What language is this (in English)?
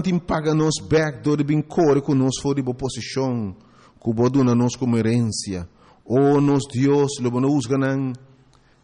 Papiamento